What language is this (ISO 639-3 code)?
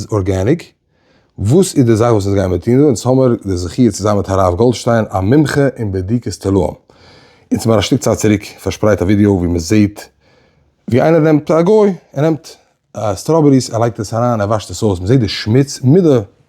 yid